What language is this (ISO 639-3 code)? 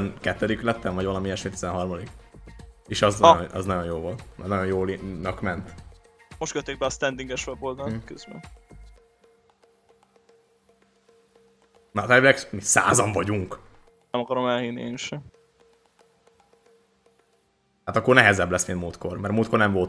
hun